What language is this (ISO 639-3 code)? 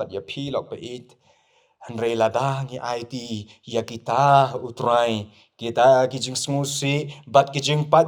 kha